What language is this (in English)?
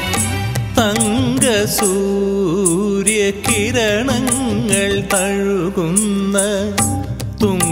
Malayalam